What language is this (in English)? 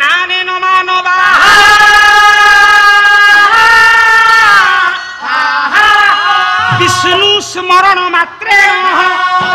Odia